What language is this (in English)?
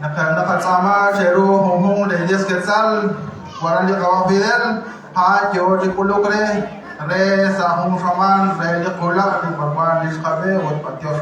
Kekchí